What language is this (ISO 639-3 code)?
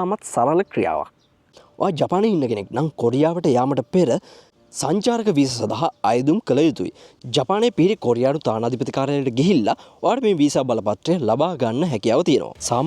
sin